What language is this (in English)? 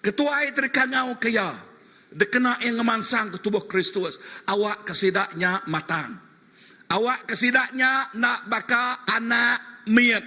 Iban